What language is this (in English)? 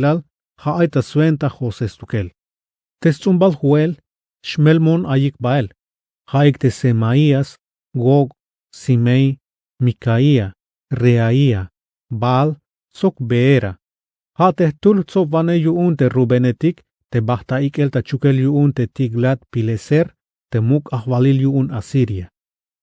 Tzeltal